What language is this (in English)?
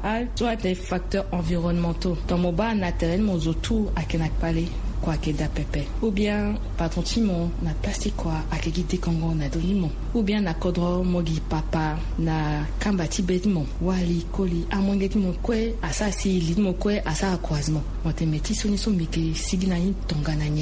Sango